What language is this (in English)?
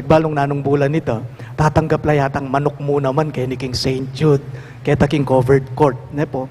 Pampanga